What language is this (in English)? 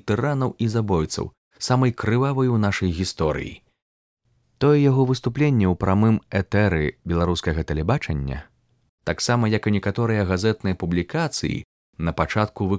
Belarusian